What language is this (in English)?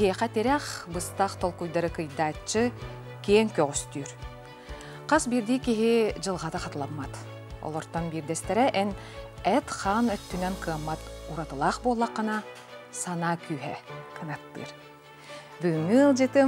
Yakut